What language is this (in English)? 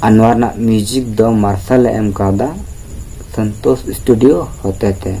Santali